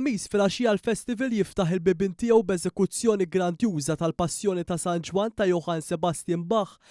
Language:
Maltese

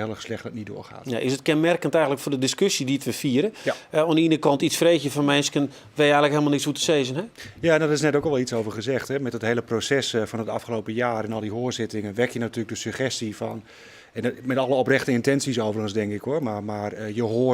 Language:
Western Frisian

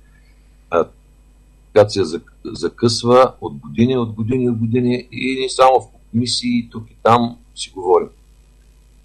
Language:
Bulgarian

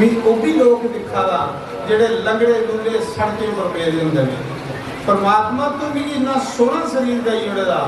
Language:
Dogri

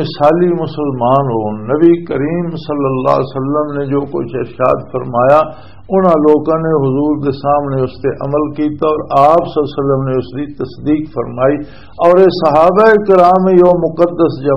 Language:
Western Panjabi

